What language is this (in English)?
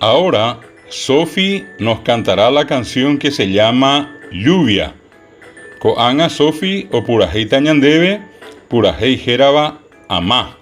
Guarani